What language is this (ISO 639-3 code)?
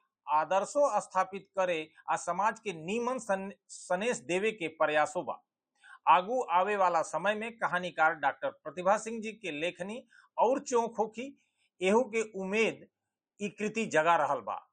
bho